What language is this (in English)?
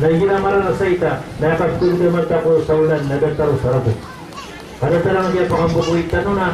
Maranao